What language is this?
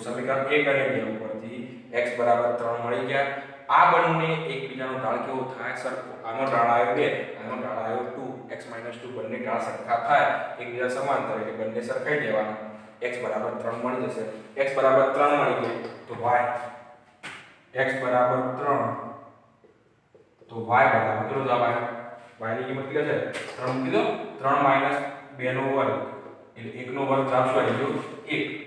Gujarati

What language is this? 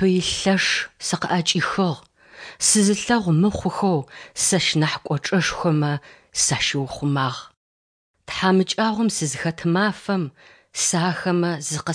Adyghe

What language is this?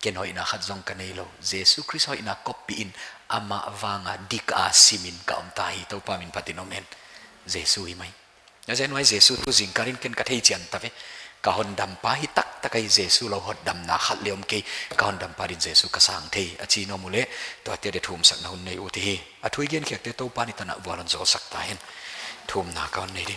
Paite Chin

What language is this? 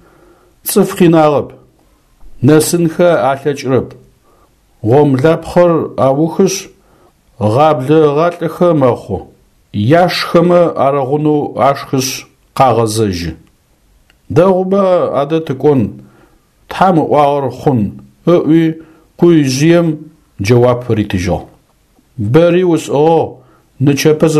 Adyghe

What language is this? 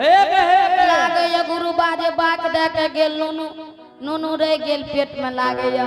Angika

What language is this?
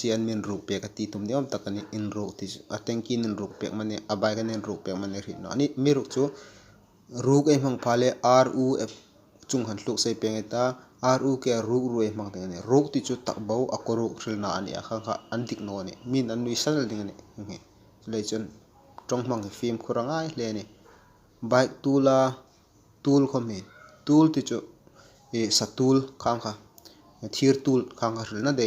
Hmar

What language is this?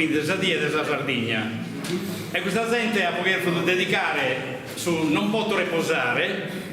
Sardinian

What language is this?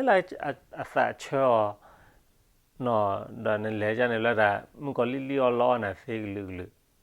S'gaw Karen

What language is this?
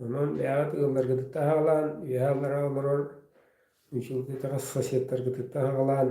Yakut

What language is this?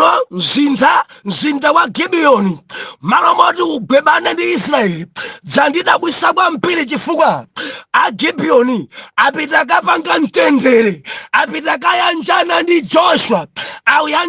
Nyanja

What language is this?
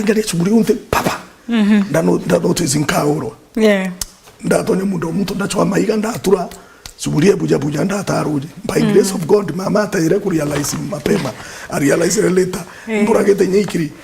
Meru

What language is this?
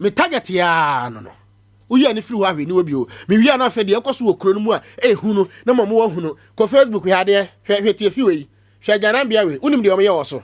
Akan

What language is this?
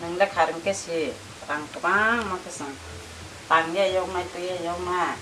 Kok Borok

